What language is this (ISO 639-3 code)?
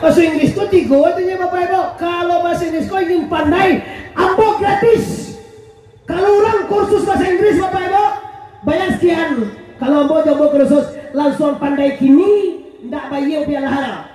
min